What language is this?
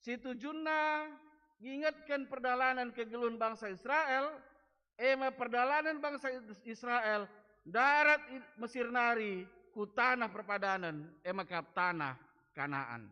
Batak Karo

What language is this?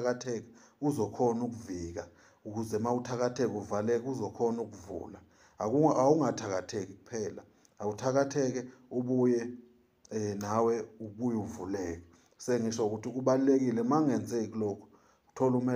Zulu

